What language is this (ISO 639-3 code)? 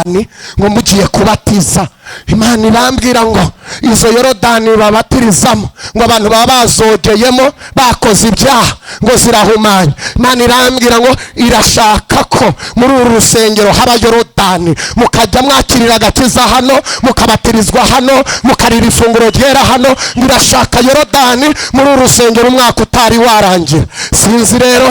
kin